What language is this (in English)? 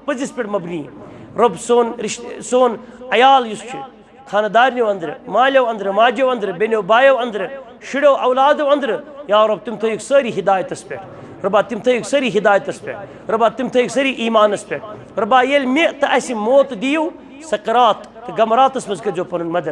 Kashmiri